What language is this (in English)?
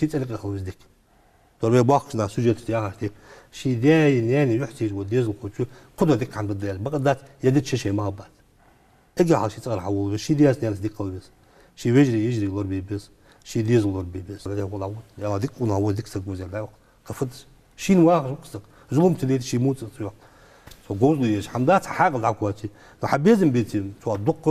Ingush